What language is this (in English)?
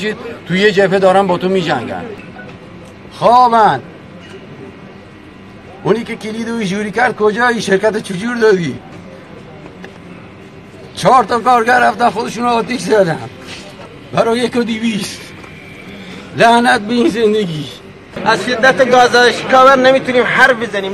Persian